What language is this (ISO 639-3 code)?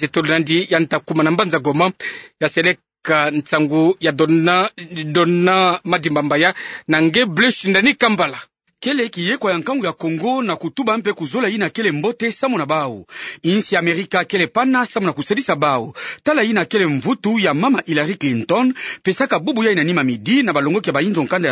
ktu